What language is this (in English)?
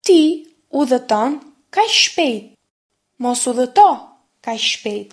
Albanian